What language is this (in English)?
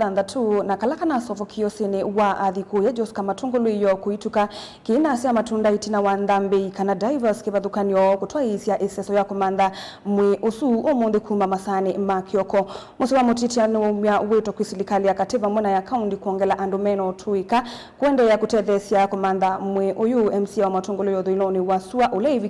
Kamba